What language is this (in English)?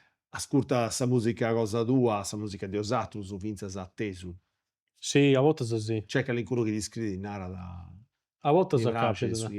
Sardinian